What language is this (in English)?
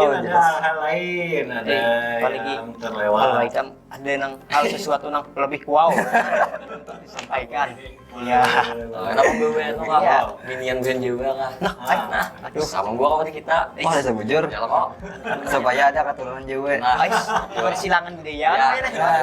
Banjar